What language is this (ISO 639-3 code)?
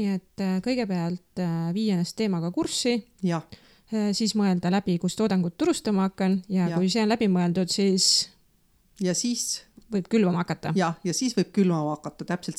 est